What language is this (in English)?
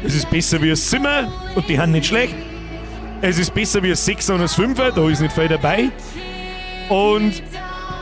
Bavarian